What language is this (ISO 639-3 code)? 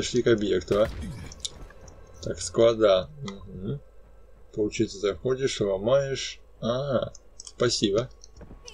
rus